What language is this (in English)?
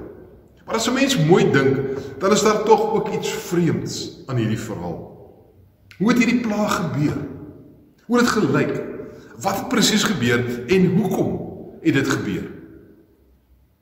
Afrikaans